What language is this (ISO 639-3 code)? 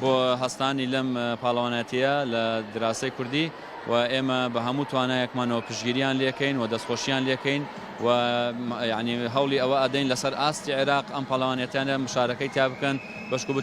ckb